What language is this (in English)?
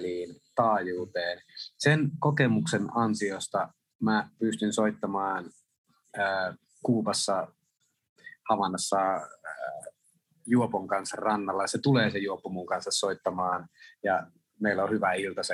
Finnish